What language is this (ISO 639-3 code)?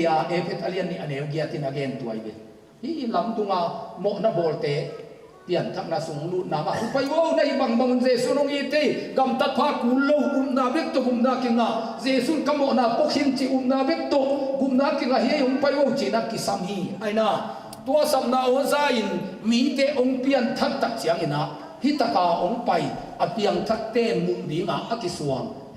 ctd